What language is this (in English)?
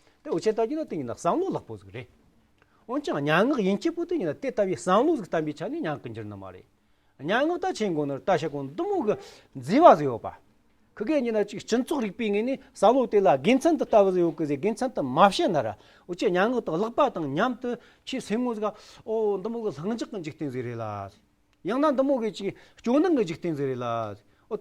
Amdo Tibetan